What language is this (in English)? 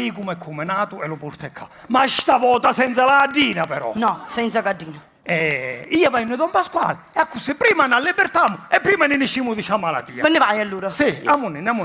Sicilian